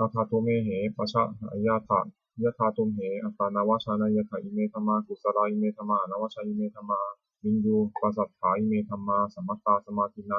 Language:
Pali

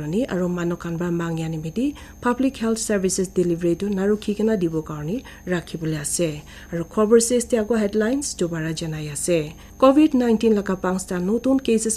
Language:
Naga Pidgin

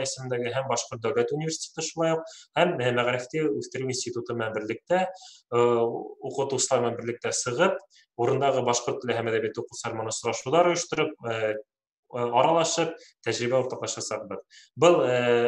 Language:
Bashkir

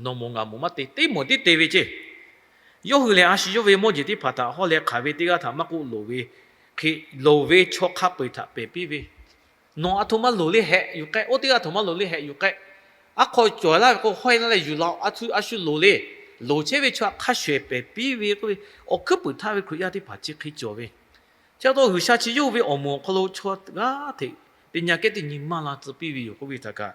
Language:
Lahu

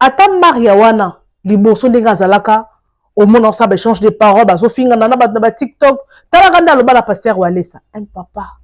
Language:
Lingala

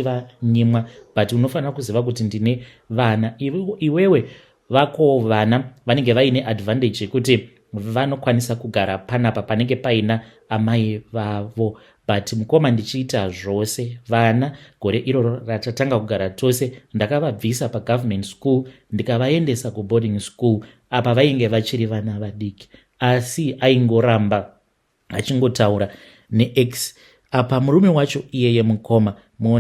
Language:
Shona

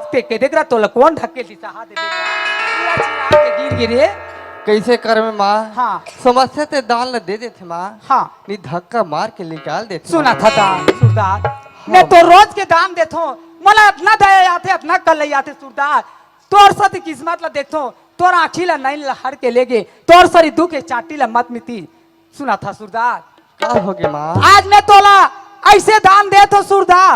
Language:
Chhattisgarhi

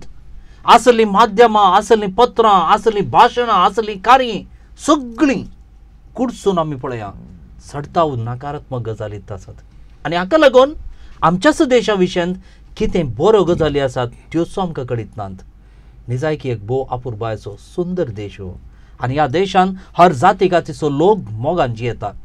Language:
Konkani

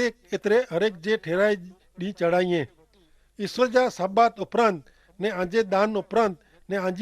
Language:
Kachhi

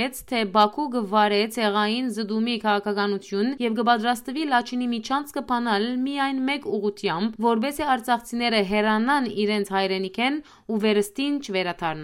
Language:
Western Armenian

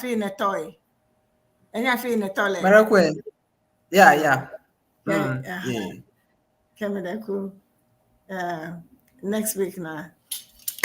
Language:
Ewe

